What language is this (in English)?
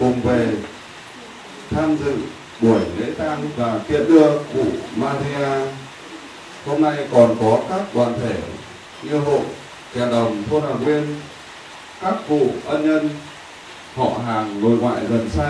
Vietnamese